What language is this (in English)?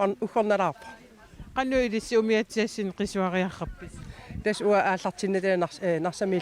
Kalaallisut